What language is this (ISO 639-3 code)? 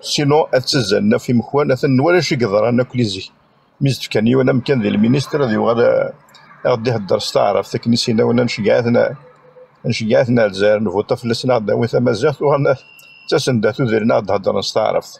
kab